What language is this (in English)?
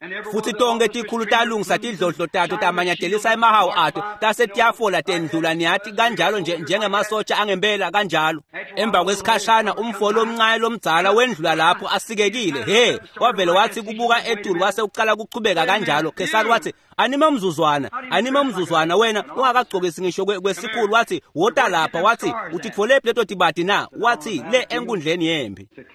Swati